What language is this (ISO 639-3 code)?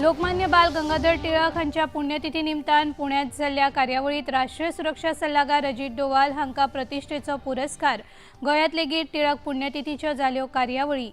kok